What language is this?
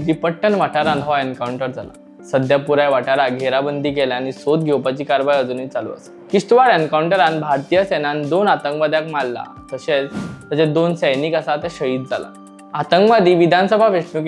Konkani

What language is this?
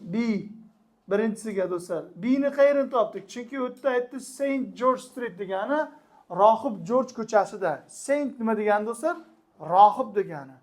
Uzbek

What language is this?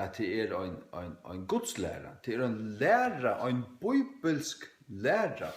Faroese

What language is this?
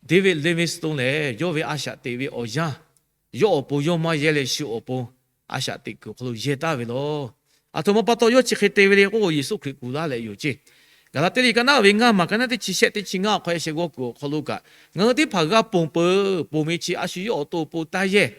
Lahu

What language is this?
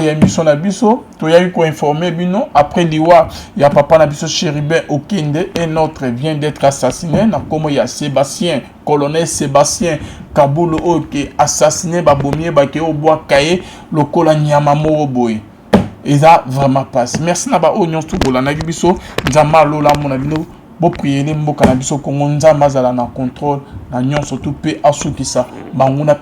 Lingala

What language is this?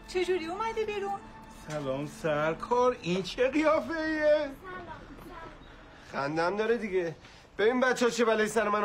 Persian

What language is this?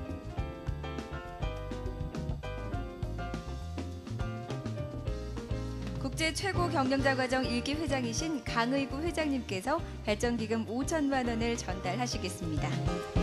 Korean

